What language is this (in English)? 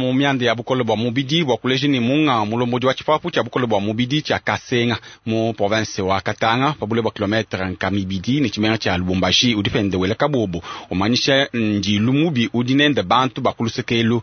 Luba-Lulua